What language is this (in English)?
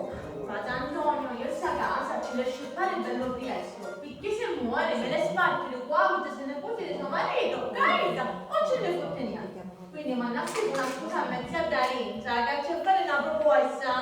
Sicilian